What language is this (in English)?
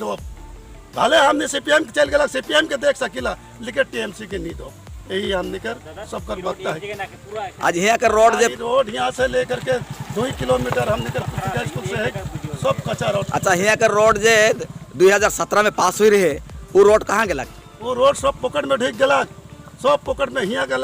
Sadri